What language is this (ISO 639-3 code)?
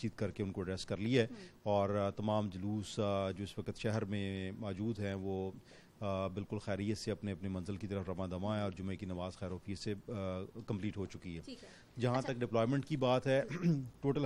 urd